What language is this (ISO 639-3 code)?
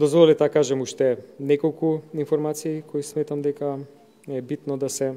mkd